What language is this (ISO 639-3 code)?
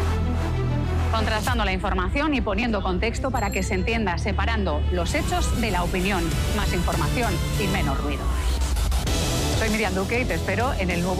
spa